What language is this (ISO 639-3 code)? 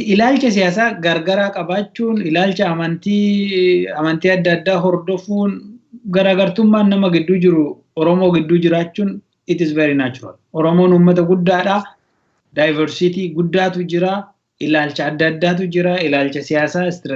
orm